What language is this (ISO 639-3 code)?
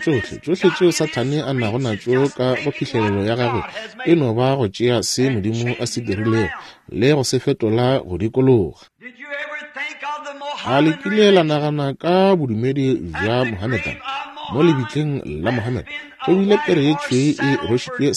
nso